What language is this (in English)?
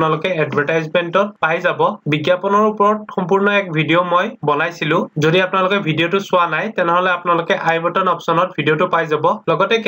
Assamese